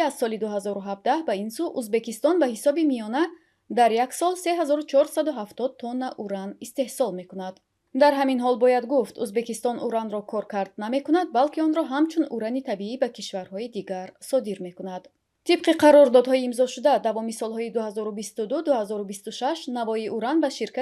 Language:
Tajik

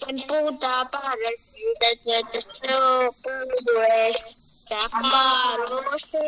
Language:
Mizo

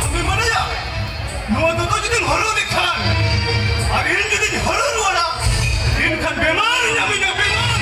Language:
Santali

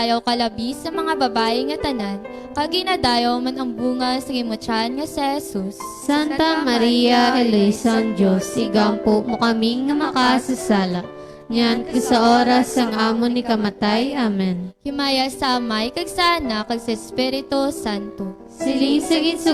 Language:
Hiligaynon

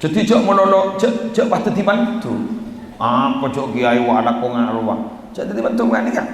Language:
Madurese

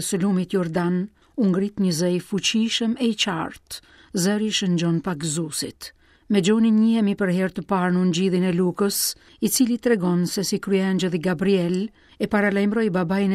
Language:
Albanian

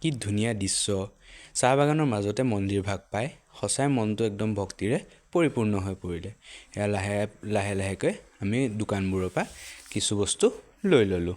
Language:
Assamese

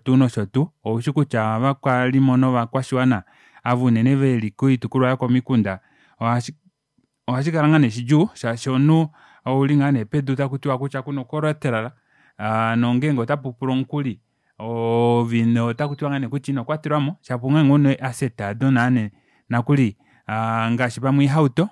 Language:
Kuanyama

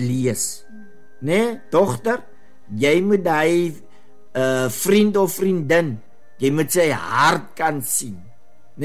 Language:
Afrikaans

